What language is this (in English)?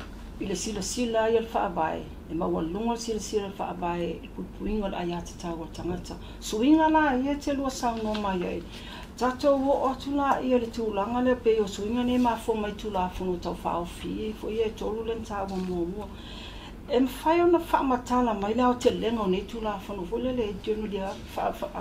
Samoan